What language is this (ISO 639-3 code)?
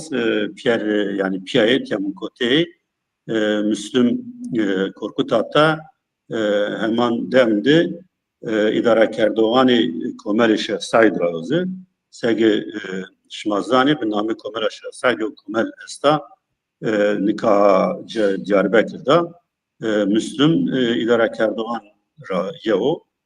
zza